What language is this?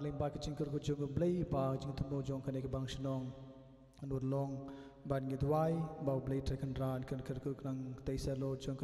Khasi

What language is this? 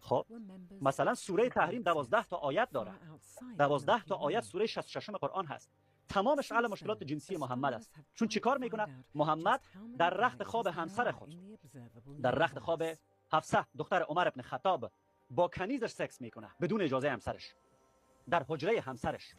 Persian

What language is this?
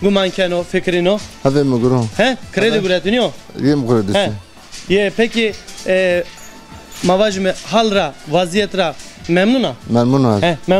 Zaza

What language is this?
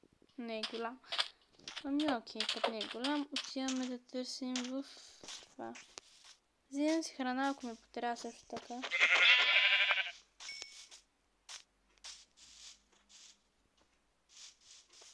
Bulgarian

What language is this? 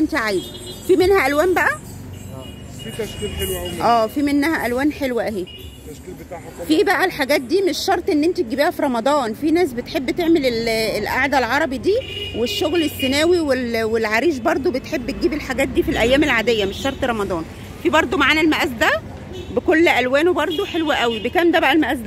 Egyptian Arabic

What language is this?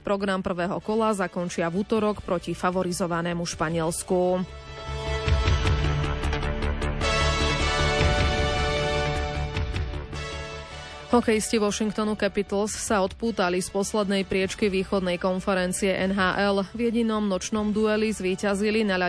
Slovak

